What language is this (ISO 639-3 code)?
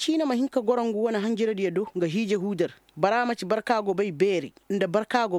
ses